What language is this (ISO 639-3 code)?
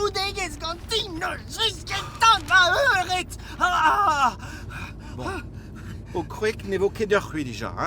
bre